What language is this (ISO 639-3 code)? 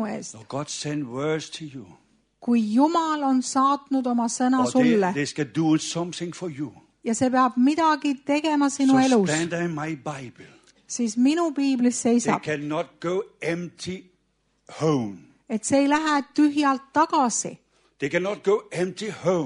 est